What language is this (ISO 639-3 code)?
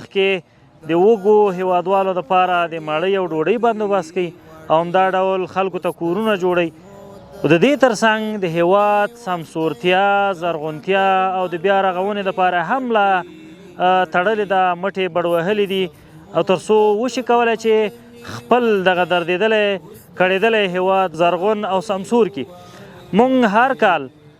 pus